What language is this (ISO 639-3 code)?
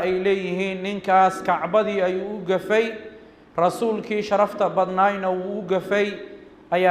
som